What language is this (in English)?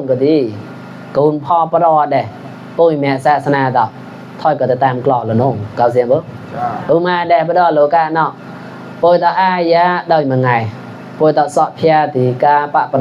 Mon